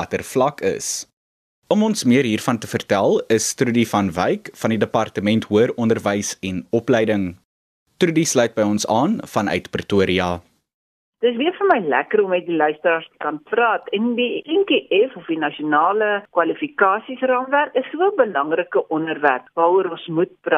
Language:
Afrikaans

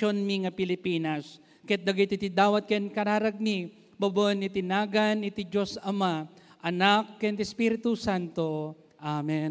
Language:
Iloko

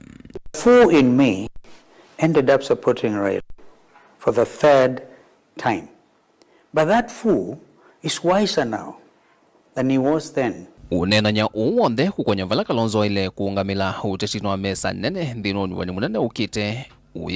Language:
Kamba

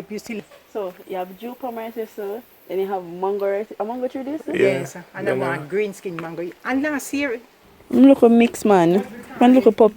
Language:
Jamaican Creole English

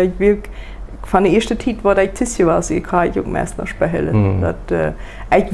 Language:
Plautdietsch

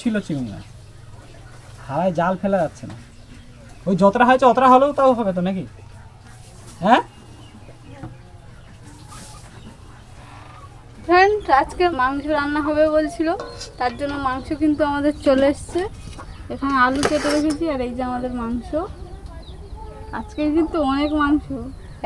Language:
Bangla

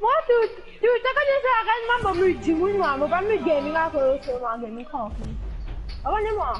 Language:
Morisyen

